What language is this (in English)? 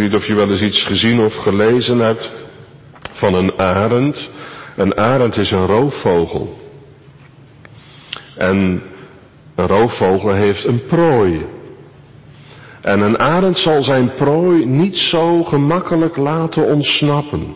Dutch